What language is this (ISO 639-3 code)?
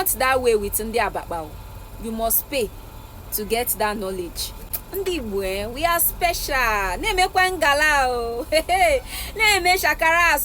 ibo